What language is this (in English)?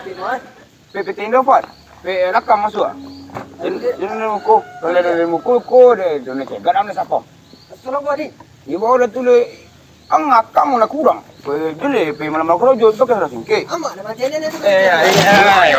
Minangkabau